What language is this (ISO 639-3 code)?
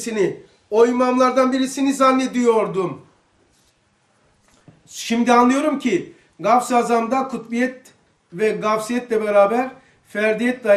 tur